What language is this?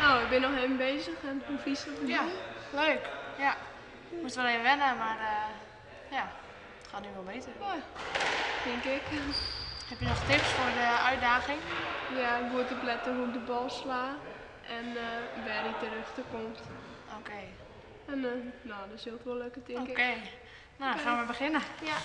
Western Frisian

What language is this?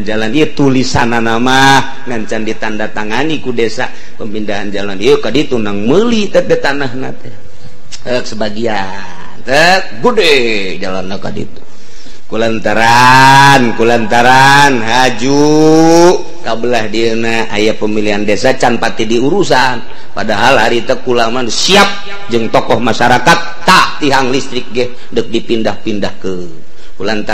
Sundanese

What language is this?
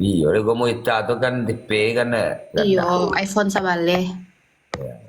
Minangkabau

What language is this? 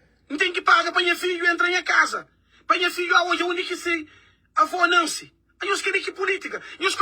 Kabuverdianu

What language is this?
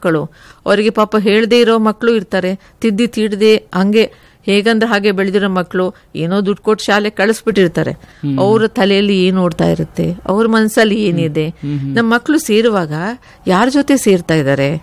Kannada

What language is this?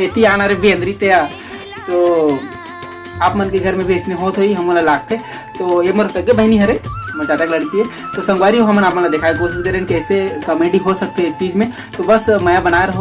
Chhattisgarhi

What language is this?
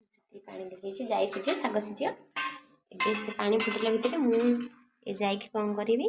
Odia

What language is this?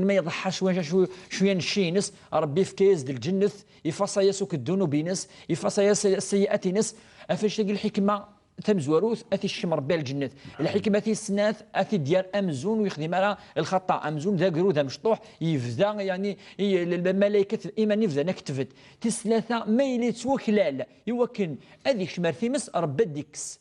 Kabyle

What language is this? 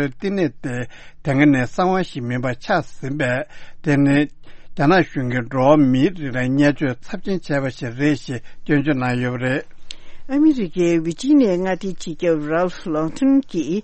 Tibetan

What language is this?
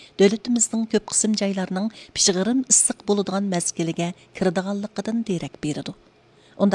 Uyghur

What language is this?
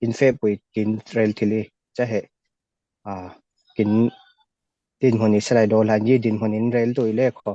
Falam Chin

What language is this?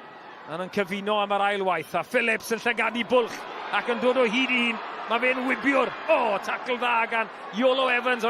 Welsh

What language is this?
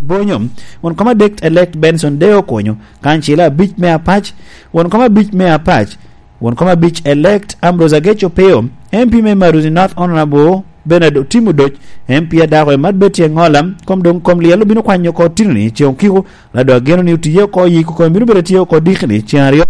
Lango (Uganda)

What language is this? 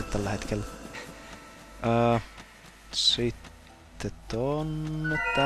Finnish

